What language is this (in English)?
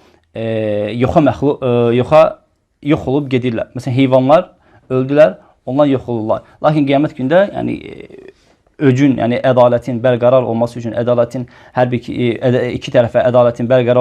Azerbaijani